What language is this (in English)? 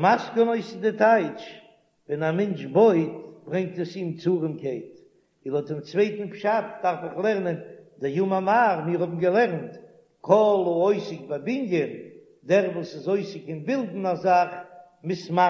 Yiddish